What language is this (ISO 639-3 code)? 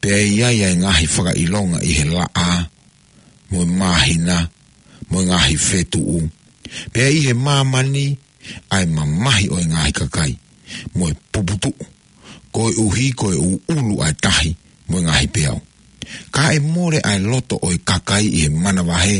ton